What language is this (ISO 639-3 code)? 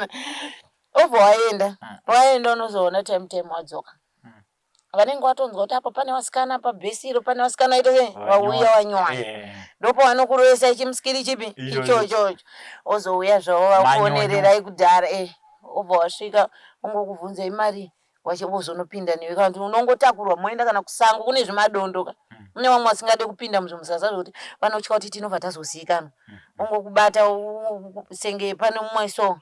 sna